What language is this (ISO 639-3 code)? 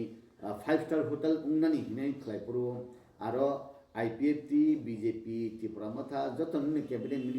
trp